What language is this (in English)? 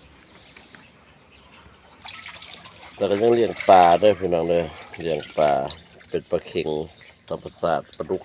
Lao